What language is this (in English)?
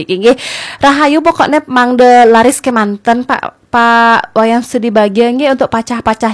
Balinese